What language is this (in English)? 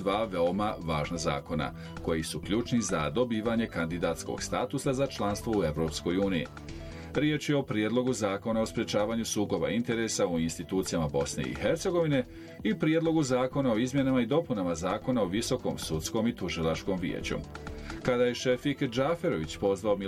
Bosnian